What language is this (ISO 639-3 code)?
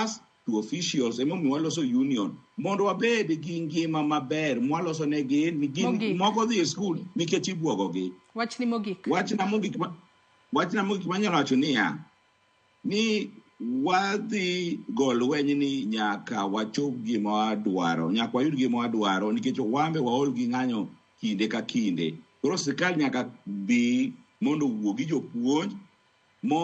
luo